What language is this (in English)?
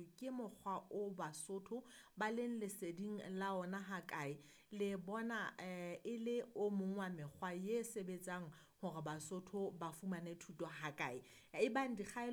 Southern Sotho